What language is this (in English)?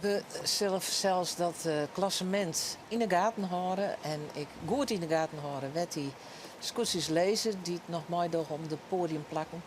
Western Frisian